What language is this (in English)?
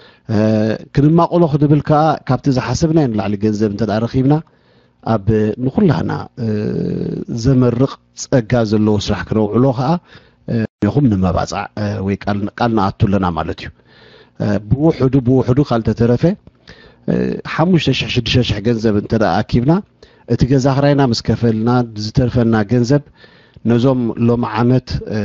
Tigrinya